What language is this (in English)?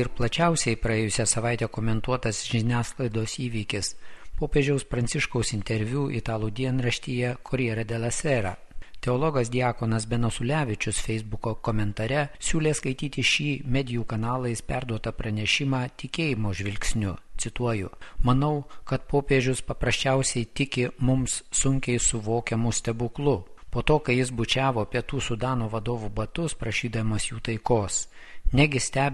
Lithuanian